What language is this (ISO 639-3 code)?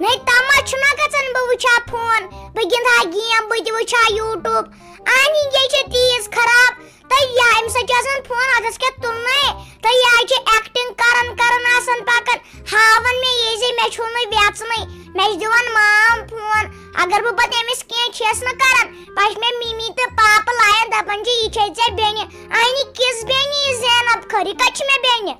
kas